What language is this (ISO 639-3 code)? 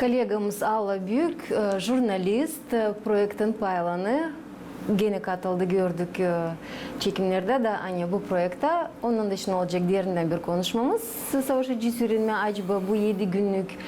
gag